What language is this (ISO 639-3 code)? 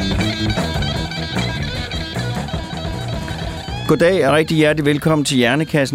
dan